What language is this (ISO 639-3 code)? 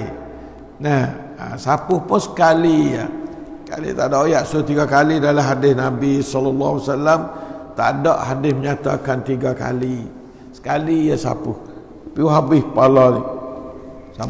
msa